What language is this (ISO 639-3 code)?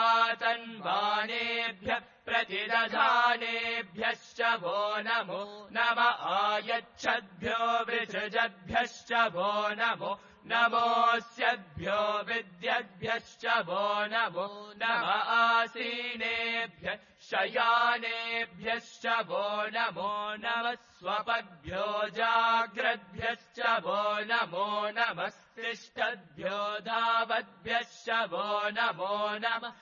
san